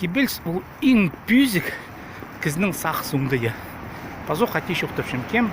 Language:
Khakas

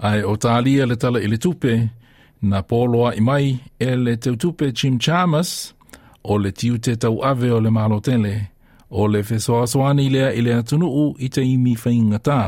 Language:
Samoan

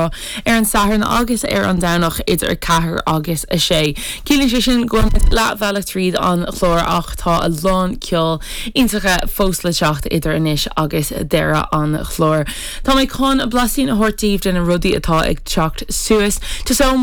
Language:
Irish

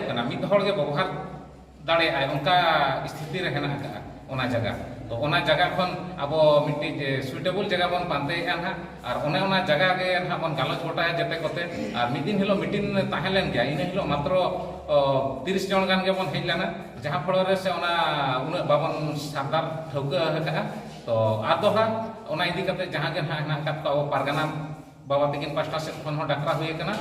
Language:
Santali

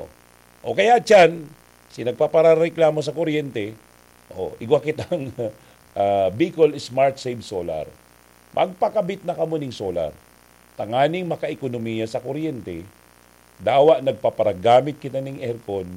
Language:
Bikol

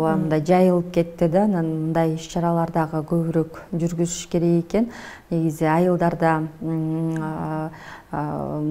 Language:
Kyrgyz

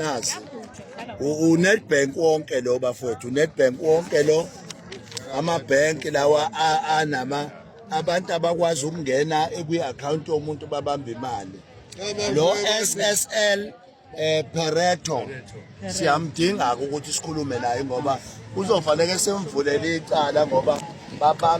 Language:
Zulu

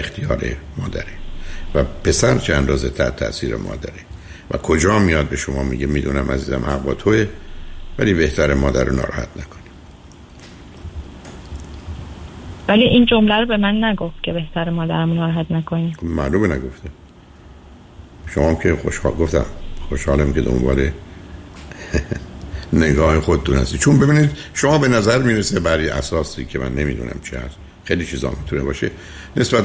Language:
Persian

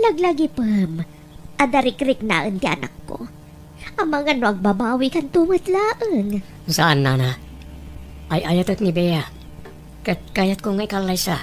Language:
Iloko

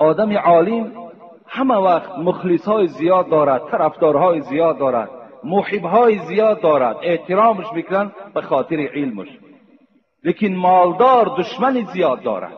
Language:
Tajik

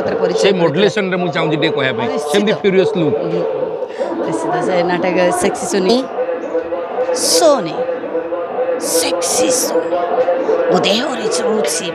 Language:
Odia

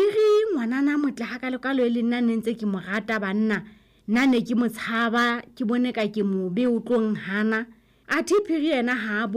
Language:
Southern Sotho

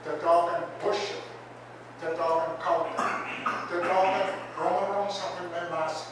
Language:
Pohnpeian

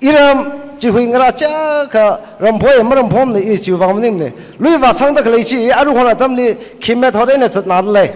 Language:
Tangkhul Naga (India)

